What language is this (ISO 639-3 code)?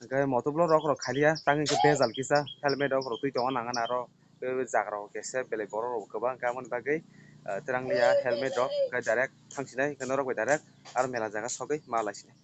trp